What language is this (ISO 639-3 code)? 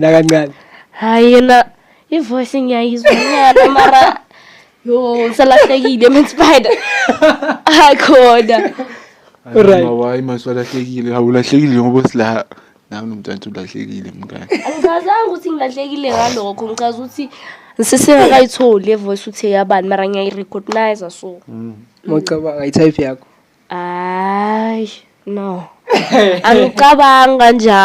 zul